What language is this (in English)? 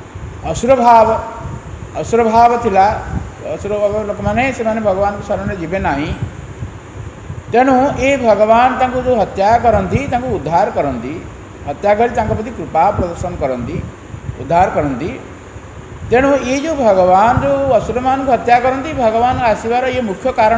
Odia